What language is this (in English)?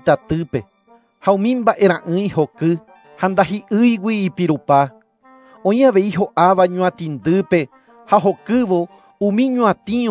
Guarani